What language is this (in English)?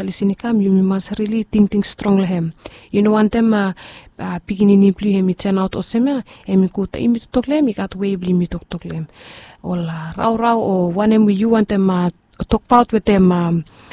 Bislama